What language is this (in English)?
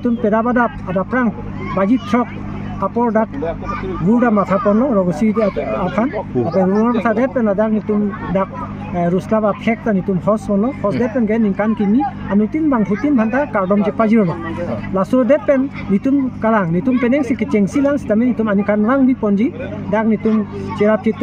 Karbi